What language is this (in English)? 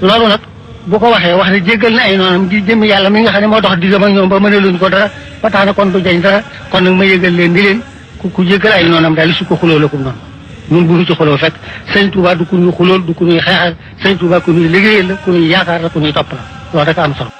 Wolof